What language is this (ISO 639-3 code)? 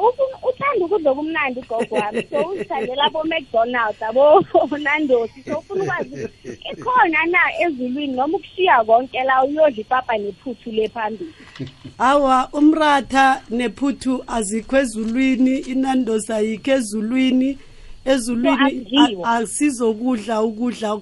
nbl